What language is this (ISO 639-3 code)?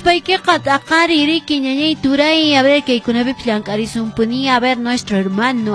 que